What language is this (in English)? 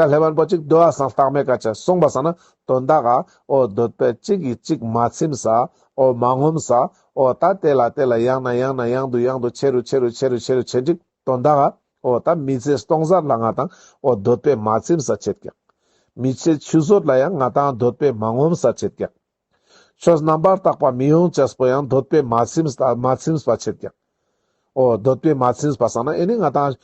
Ladakhi